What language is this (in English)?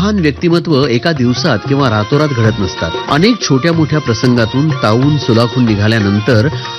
Marathi